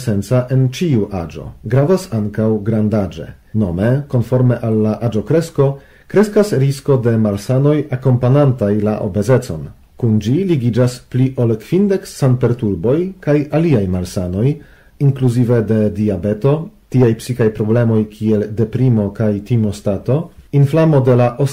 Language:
Esperanto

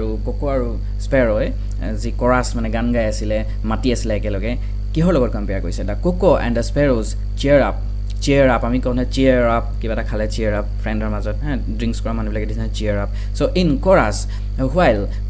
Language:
Assamese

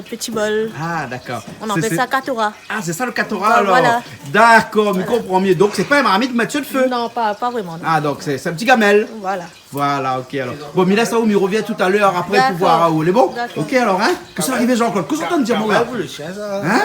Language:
Réunion Creole French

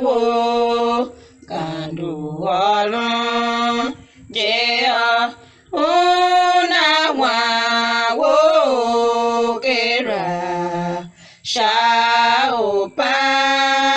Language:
Tiv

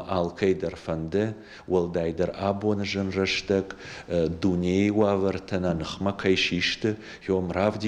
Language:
Ossetic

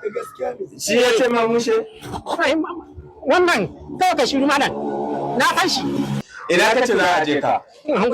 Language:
Hausa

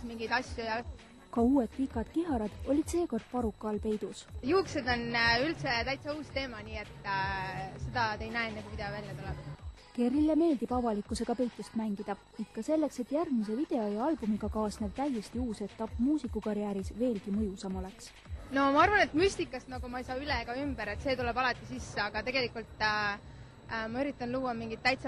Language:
Estonian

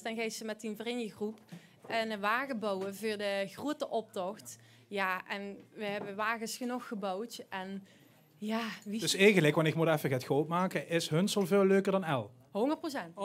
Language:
Limburgish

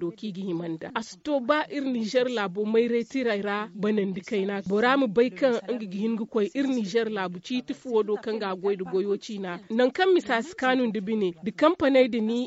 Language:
Zarma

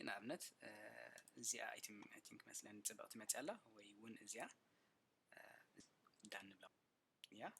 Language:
Tigrinya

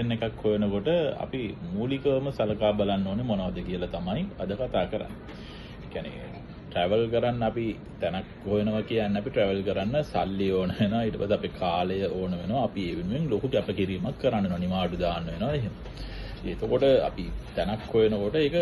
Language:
Sinhala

